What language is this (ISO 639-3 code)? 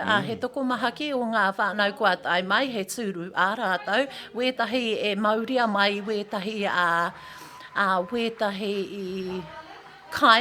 mri